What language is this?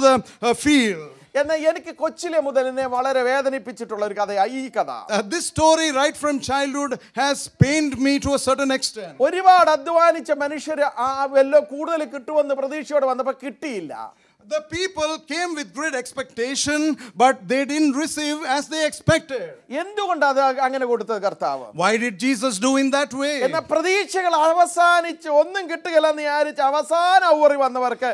Malayalam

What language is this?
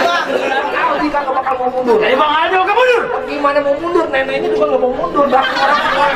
Betawi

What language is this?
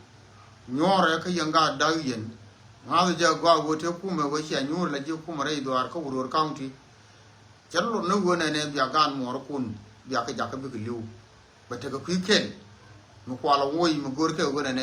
Nuer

